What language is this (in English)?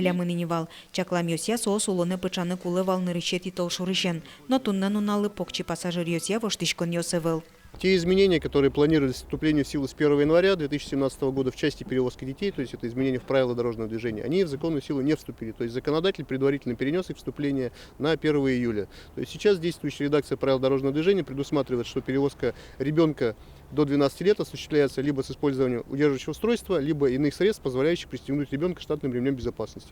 Udmurt